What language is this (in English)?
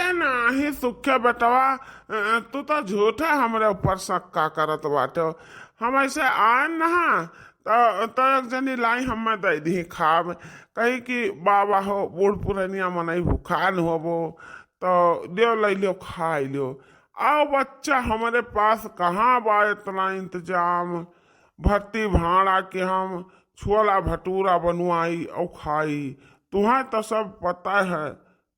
Awadhi